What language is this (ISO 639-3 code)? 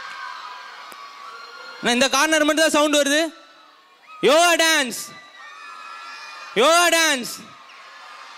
tam